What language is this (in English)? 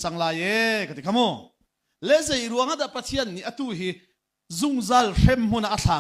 Hakha Chin